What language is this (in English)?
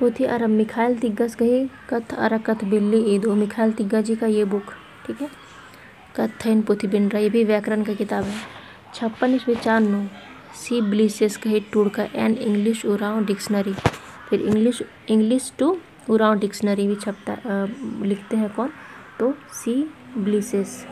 Kurukh